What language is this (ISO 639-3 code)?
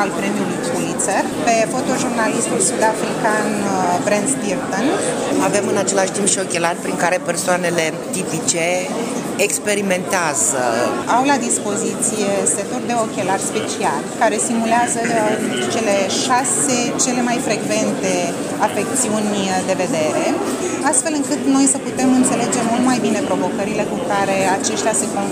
ron